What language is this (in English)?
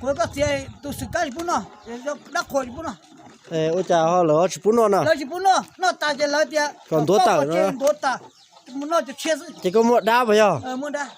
Hmong